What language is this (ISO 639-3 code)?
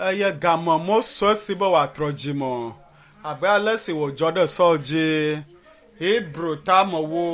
ewe